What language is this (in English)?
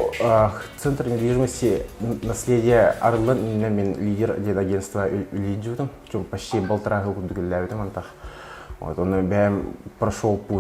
Yakut